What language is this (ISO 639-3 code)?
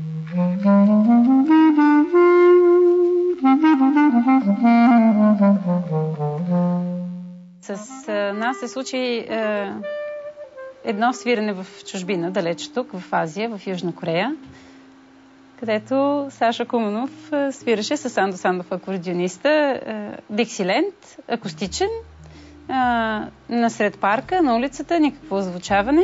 bul